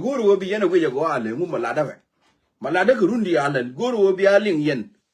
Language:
Nuer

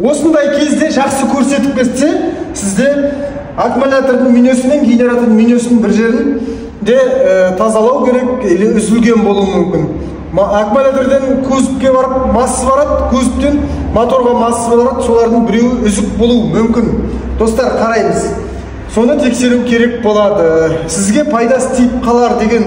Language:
Kazakh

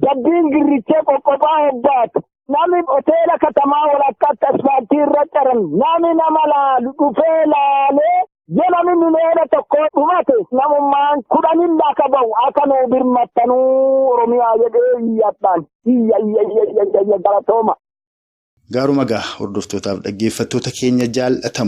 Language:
Oromo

